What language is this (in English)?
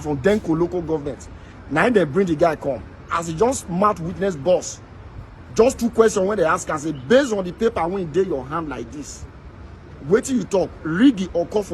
Nigerian Pidgin